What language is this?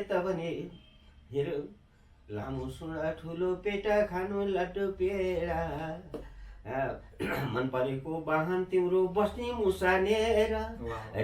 Nepali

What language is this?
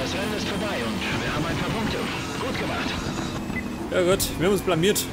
Bavarian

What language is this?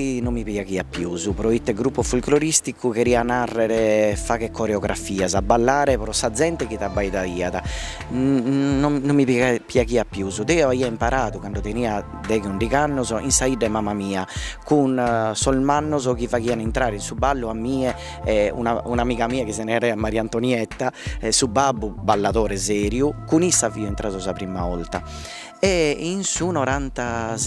Sardinian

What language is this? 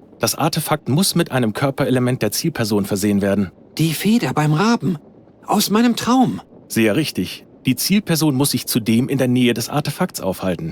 Bavarian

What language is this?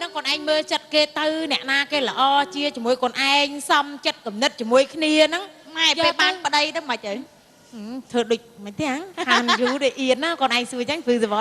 Khmer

